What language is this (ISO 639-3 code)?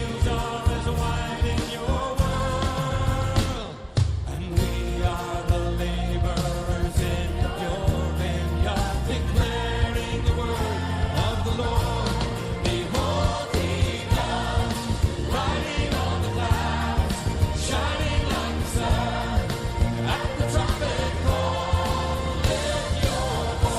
nag